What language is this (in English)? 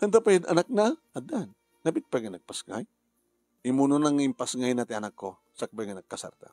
Iloko